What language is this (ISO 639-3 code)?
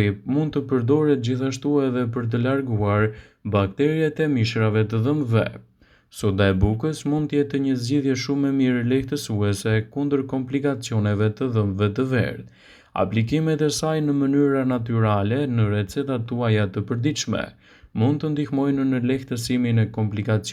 sqi